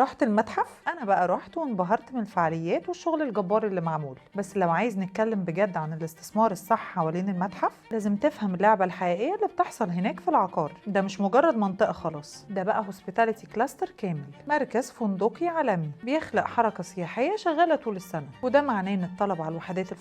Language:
Egyptian Arabic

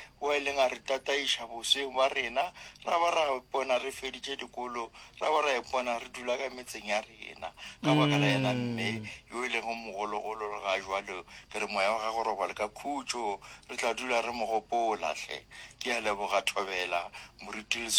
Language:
Northern Sotho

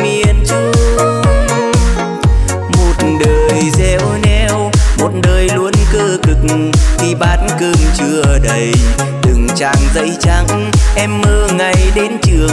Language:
Vietnamese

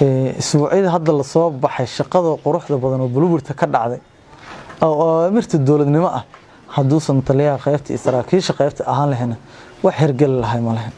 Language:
Somali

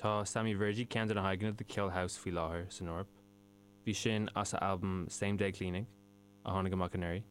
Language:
Irish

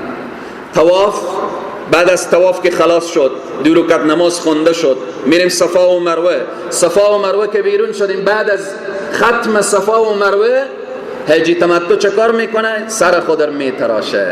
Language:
Persian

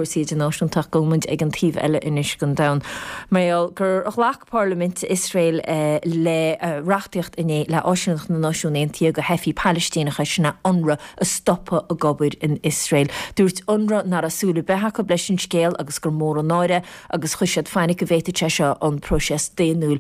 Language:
Irish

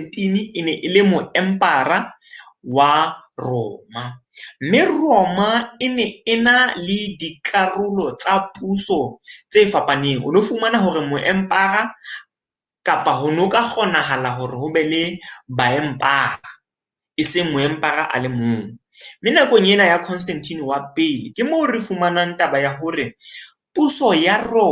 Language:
Southern Sotho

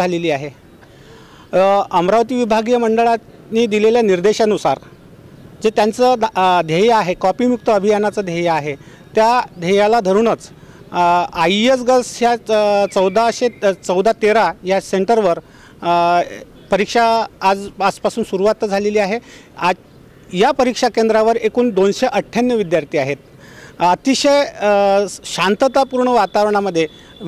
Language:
Marathi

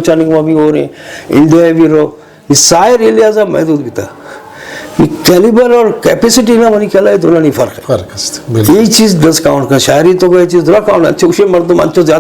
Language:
Eastern Balochi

